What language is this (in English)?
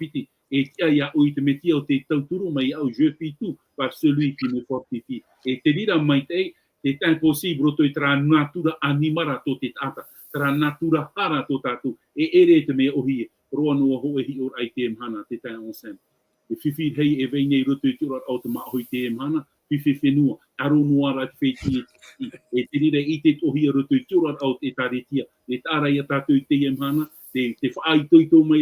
Tahitian